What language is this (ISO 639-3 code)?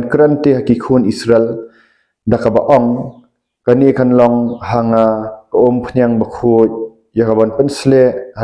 kha